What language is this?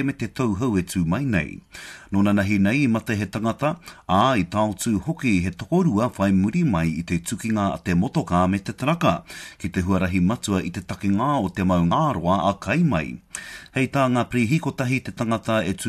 Māori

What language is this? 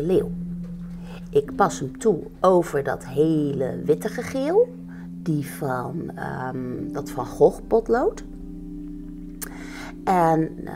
Dutch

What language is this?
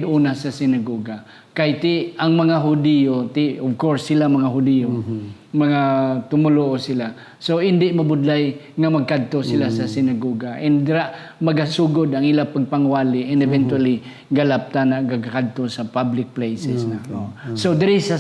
Hiligaynon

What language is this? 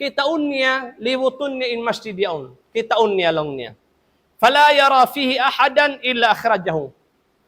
Tausug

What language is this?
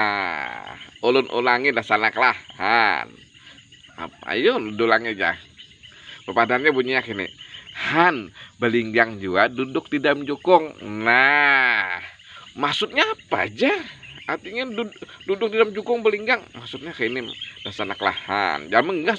Banjar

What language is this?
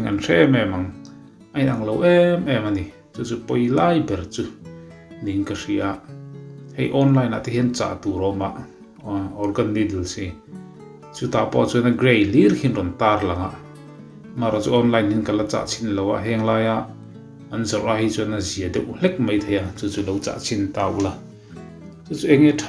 Mizo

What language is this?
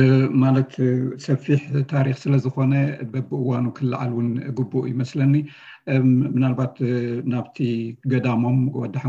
Tigrinya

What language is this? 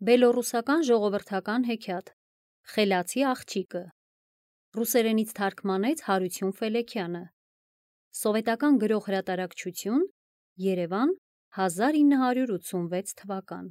Armenian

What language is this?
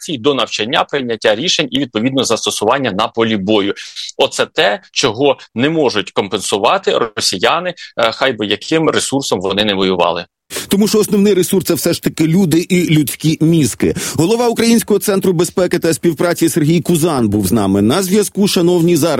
Ukrainian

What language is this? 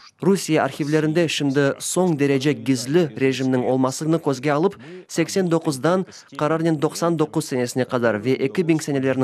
Crimean Tatar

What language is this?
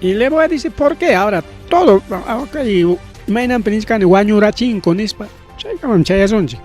Ayacucho Quechua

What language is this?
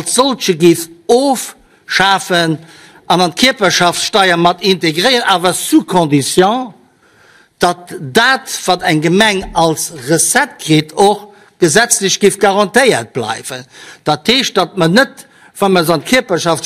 Luxembourgish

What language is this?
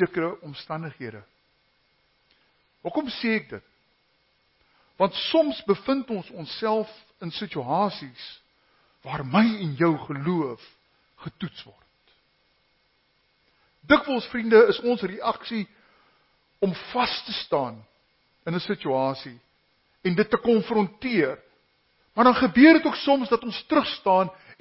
Afrikaans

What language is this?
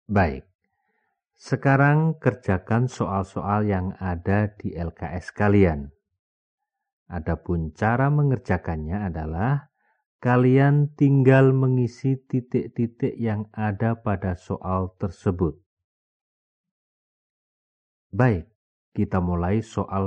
Indonesian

